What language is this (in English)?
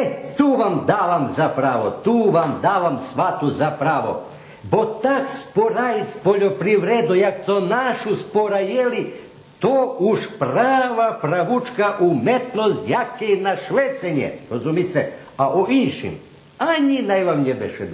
Rusyn